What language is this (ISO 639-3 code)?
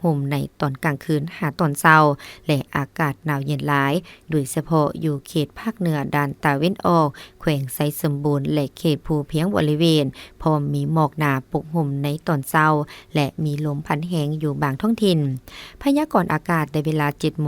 lao